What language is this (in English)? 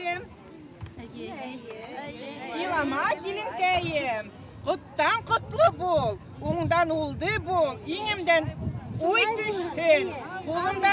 Bashkir